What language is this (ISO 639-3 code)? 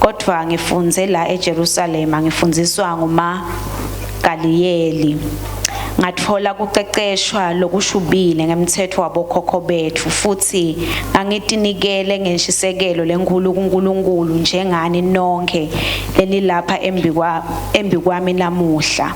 ssw